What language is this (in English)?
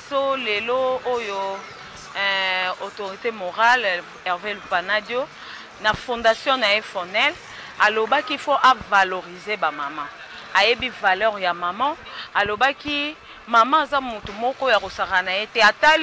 Lingala